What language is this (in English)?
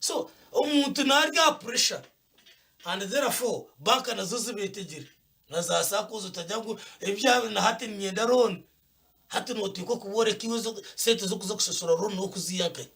Nyankole